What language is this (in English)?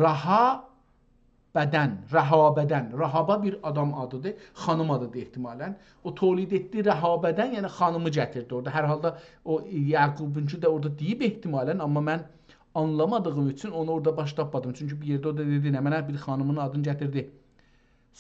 South Azerbaijani